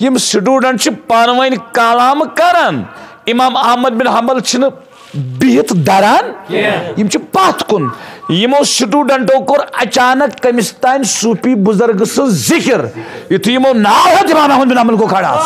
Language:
Kashmiri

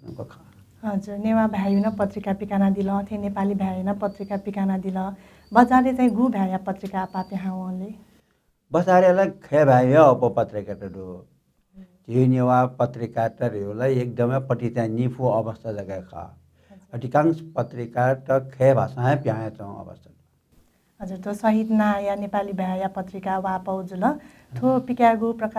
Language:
Newari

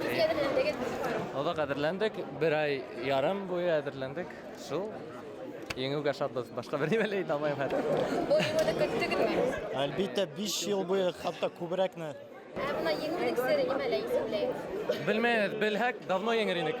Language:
Bashkir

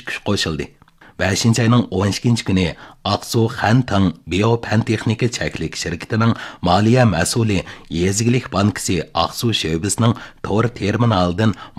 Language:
Uyghur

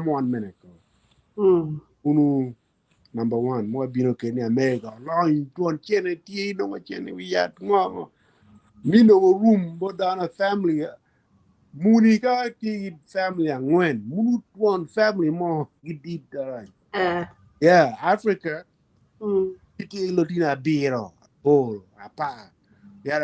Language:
Acoli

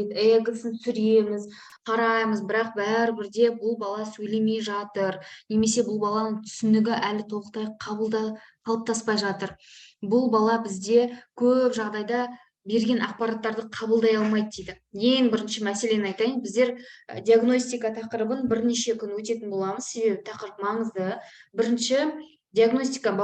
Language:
Kazakh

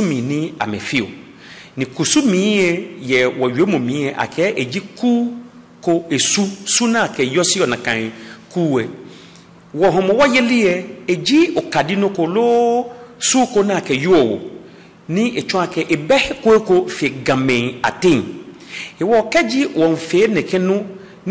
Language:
Ga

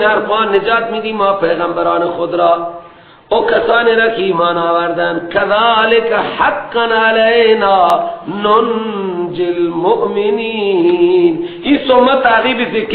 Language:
Persian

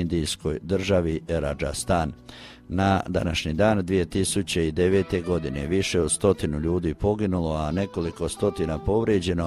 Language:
Croatian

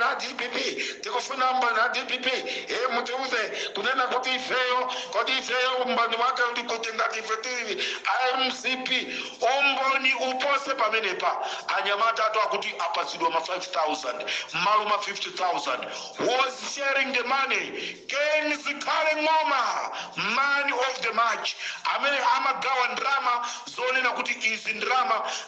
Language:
Nyanja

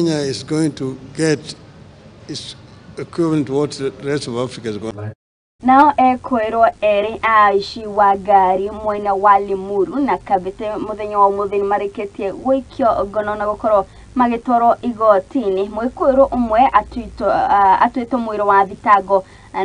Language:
Kikuyu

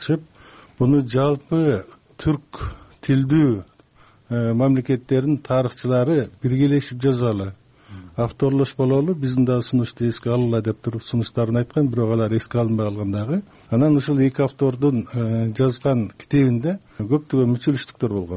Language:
Kyrgyz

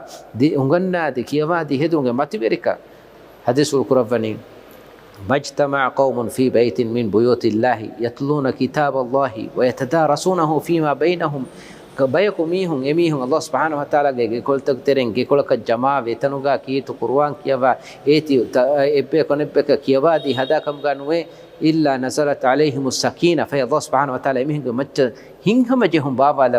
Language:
Divehi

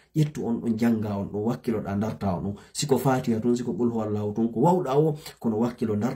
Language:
Fula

